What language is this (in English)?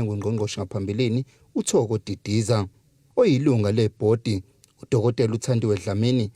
Zulu